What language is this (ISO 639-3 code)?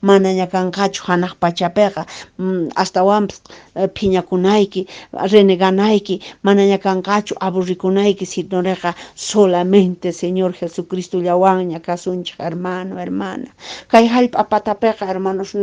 que